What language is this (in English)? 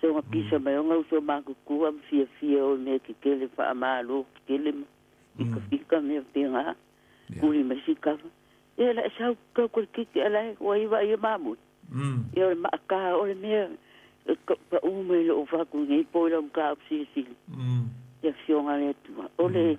Samoan